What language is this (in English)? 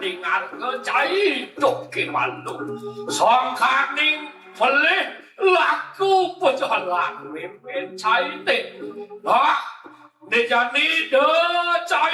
Balinese